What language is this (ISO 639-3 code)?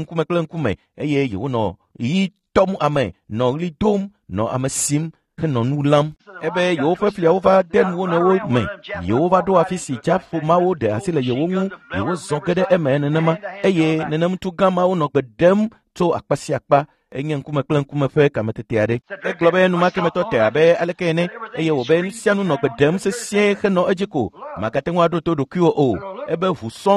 ewe